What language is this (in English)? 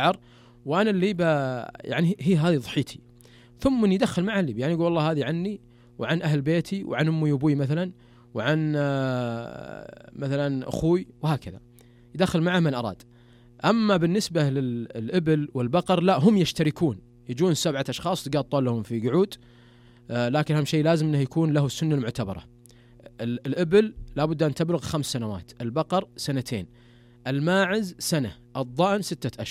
Najdi Arabic